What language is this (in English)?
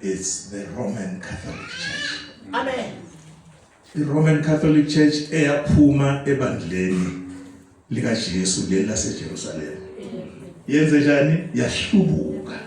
Zulu